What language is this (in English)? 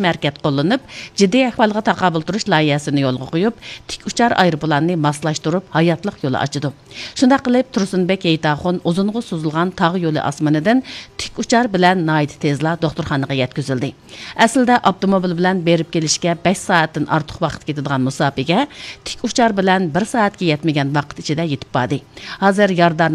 Uyghur